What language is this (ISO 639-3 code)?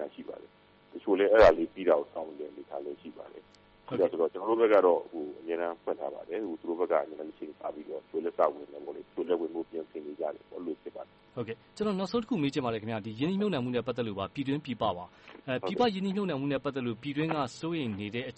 mya